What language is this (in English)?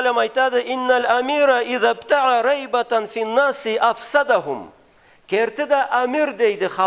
Karachay-Balkar